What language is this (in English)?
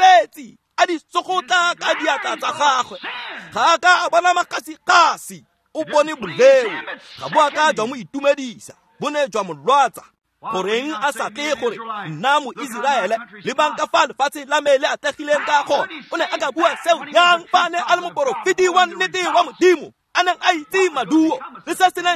Tswana